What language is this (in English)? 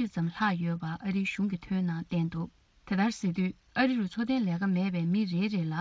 Tibetan